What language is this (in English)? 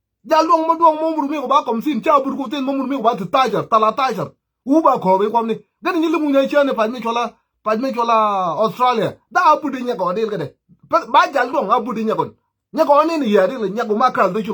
Nuer